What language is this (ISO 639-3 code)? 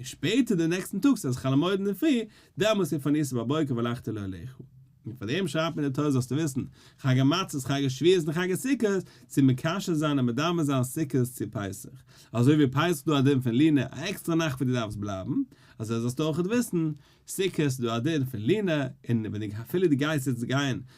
yid